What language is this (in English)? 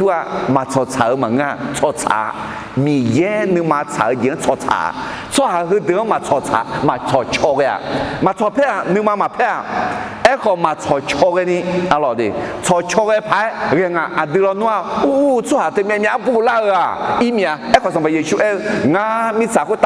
Akha